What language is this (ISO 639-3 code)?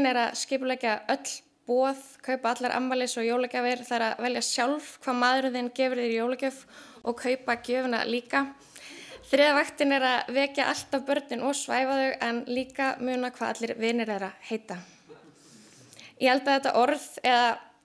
isl